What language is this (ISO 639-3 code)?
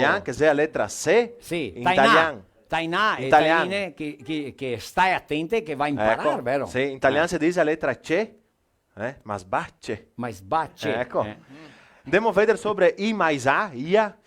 vec